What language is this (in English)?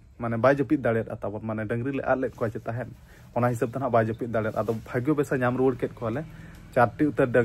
Santali